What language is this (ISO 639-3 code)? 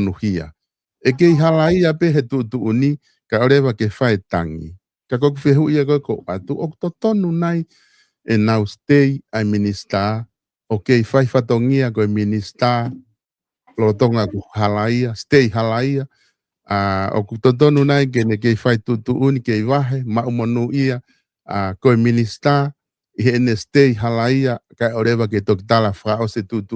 ton